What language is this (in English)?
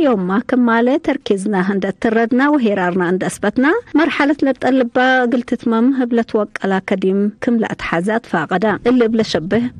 Tigre